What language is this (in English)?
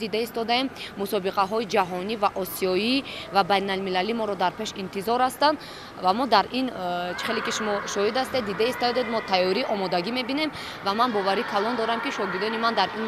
Tajik